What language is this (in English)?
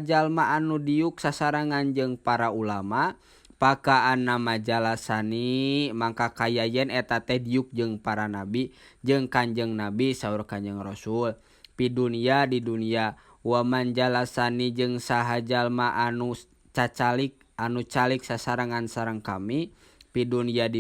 Sundanese